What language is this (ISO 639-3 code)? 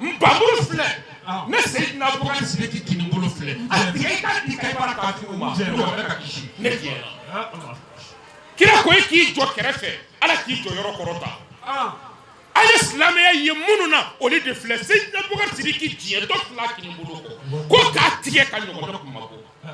bam